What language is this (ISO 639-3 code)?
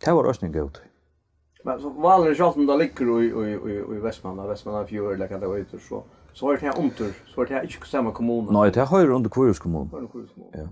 fao